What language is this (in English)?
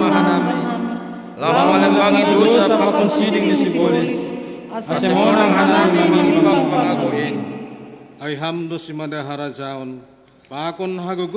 Batak Simalungun